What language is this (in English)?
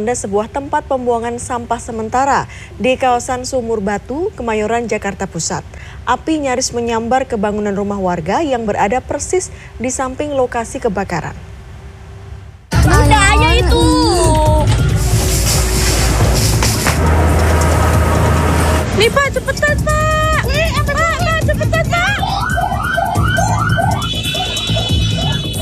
Indonesian